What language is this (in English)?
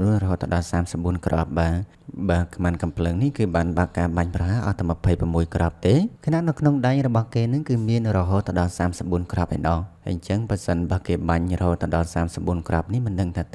Khmer